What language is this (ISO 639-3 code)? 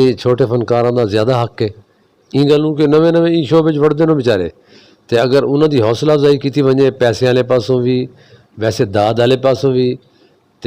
skr